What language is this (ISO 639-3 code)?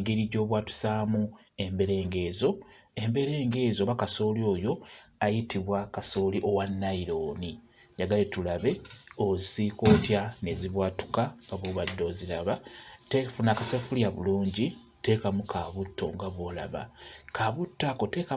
lug